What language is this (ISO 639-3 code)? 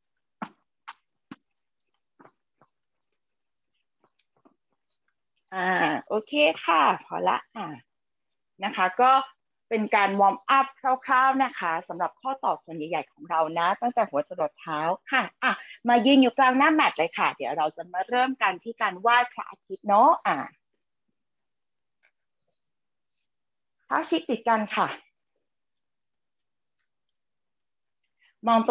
tha